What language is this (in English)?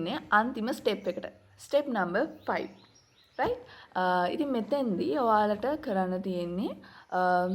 Sinhala